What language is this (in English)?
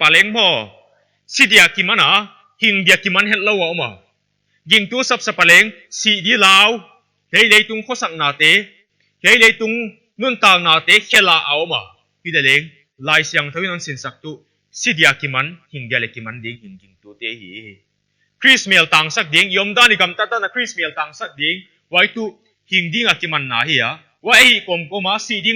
Paite Chin